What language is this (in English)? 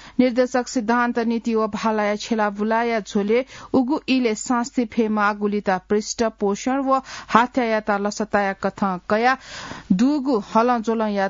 Newari